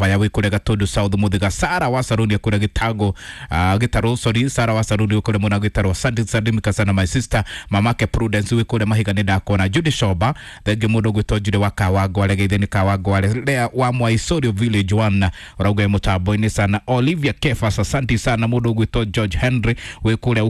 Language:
Kikuyu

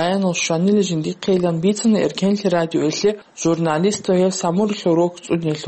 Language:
Avaric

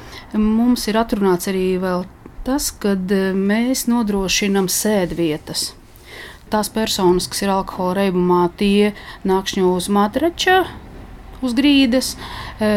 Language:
Latvian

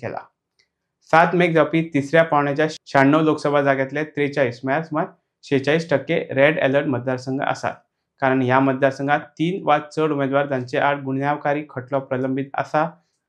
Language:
Konkani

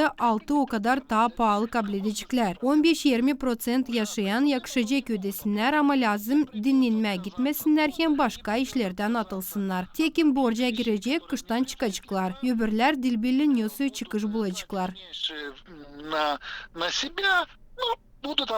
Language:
Gagauz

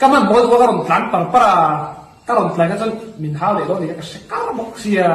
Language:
Mizo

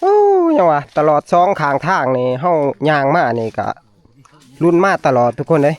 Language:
Northeastern Thai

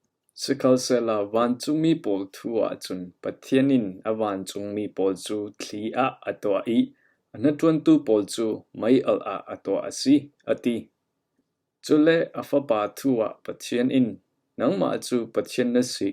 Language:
Falam Chin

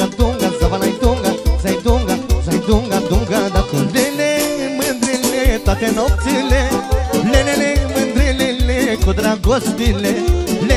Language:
Romanian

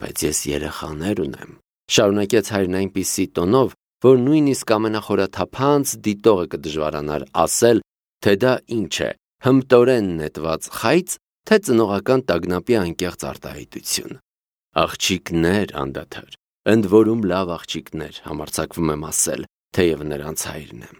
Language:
Armenian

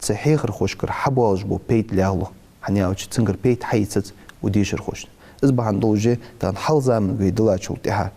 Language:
Ingush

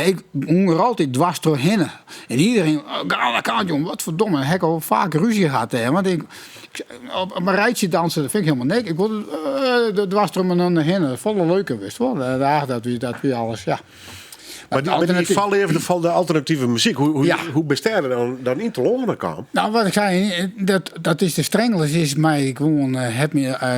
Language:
Western Frisian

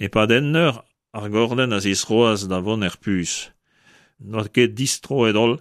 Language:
Breton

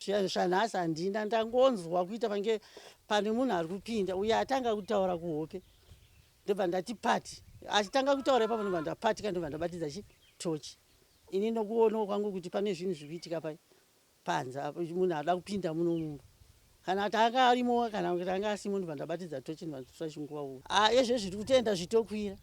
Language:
Shona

